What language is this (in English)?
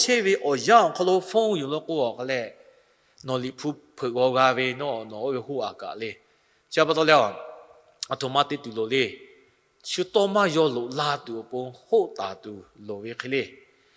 Lahu